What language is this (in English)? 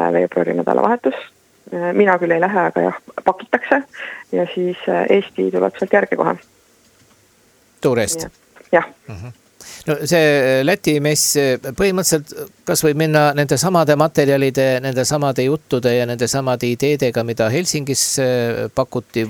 Estonian